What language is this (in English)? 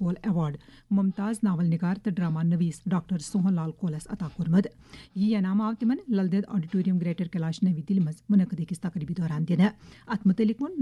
Kashmiri